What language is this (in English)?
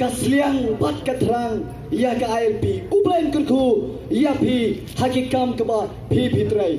Khasi